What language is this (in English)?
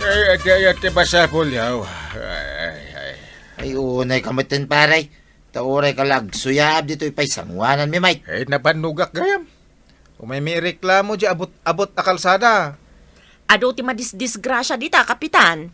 Iloko